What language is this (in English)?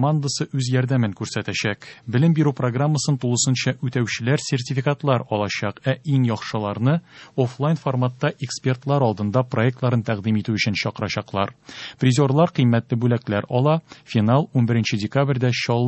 Tatar